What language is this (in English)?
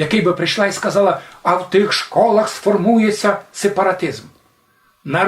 Rusyn